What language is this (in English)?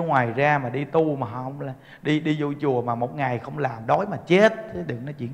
Vietnamese